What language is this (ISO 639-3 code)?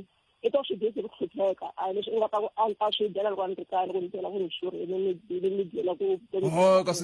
tso